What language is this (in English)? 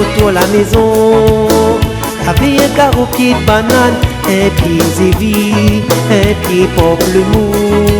Réunion Creole French